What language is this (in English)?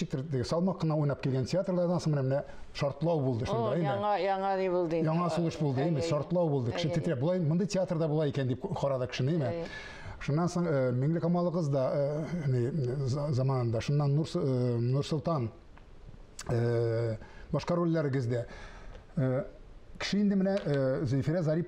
Tatar